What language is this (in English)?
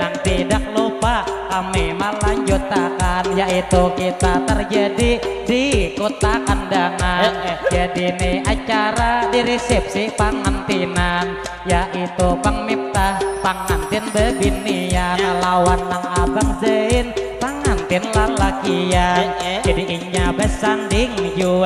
Banjar